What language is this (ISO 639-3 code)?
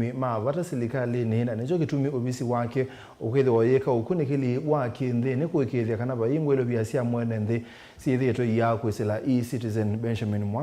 kam